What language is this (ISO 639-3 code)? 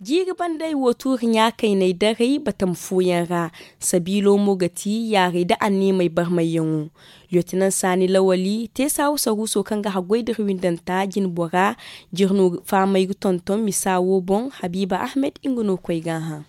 dje